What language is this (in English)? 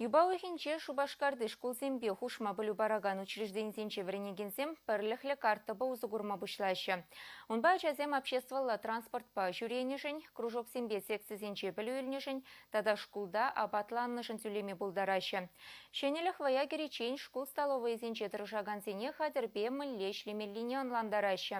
Chuvash